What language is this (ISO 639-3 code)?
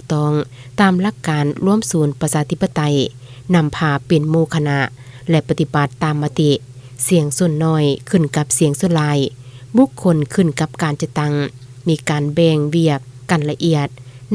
lao